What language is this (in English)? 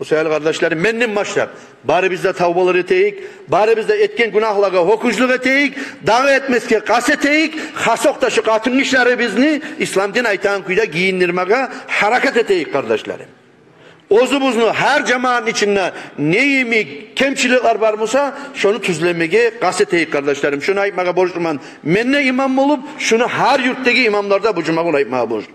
Kumyk